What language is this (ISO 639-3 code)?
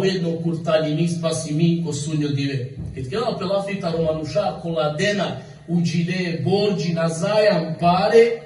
rmn